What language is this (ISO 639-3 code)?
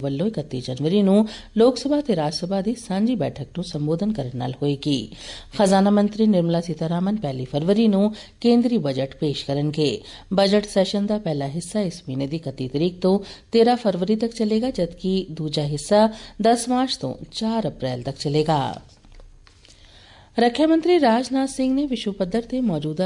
pan